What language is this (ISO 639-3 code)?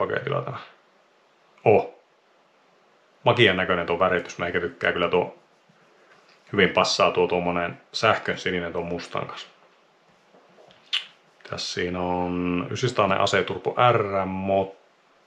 fin